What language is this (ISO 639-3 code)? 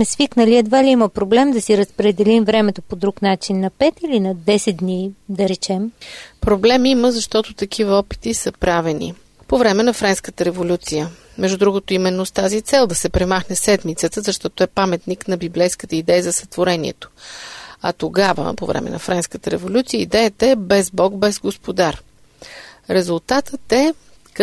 bul